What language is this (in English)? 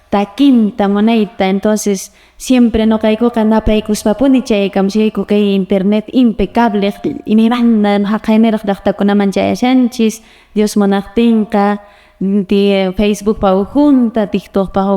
Quechua